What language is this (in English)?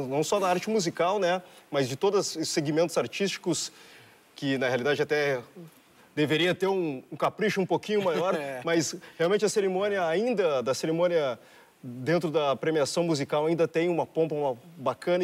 Portuguese